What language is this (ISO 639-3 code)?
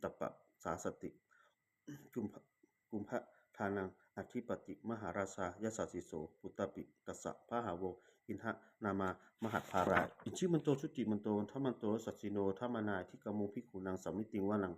pli